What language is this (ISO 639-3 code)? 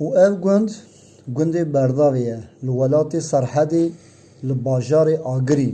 kur